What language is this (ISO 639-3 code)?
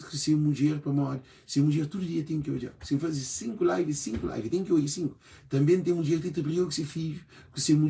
kea